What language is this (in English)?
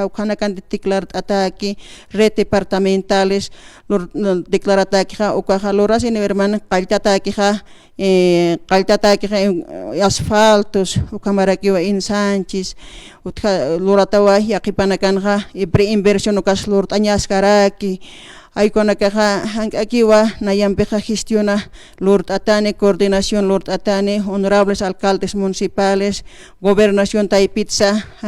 Aymara